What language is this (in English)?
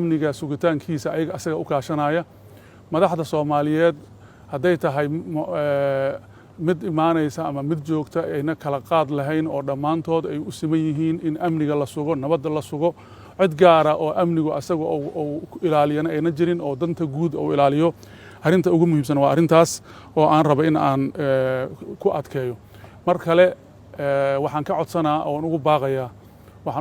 Somali